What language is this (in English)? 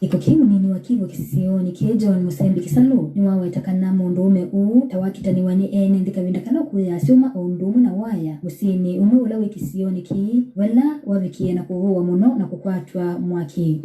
Kamba